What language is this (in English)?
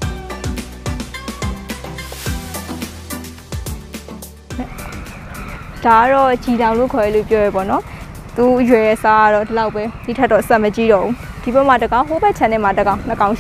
Burmese